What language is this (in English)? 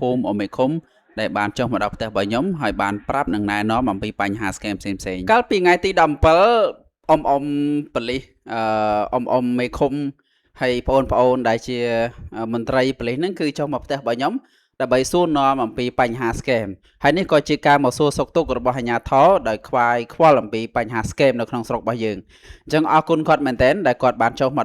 Khmer